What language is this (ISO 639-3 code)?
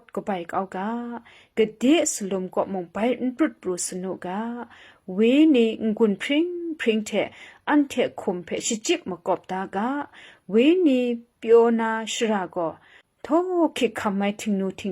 kac